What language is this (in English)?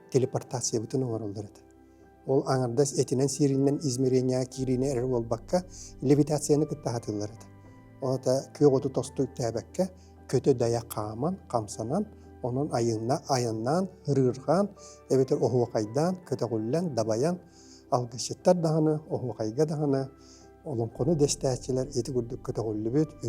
Yakut